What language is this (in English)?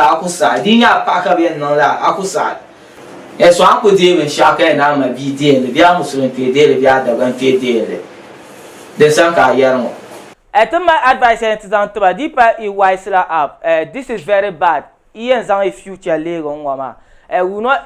Dagbani